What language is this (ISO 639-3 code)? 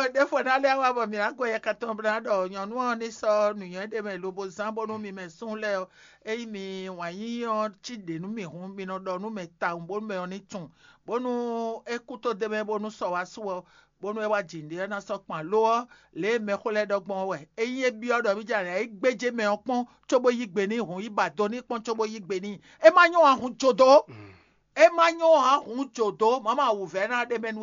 fon